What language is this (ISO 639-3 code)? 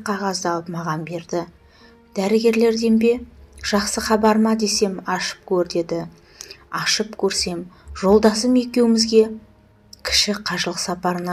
kaz